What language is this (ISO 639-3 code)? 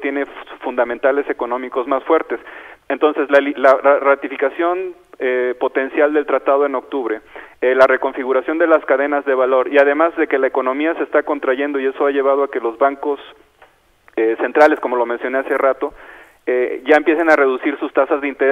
spa